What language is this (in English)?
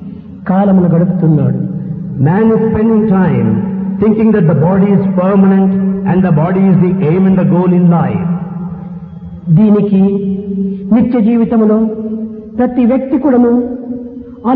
Telugu